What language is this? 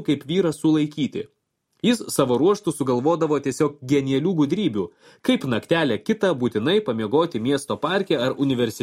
Lithuanian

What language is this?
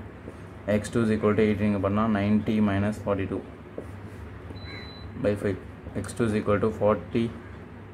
Tamil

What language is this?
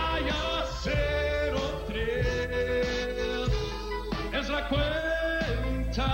Spanish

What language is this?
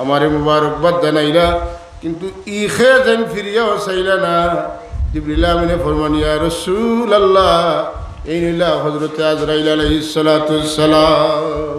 Sylheti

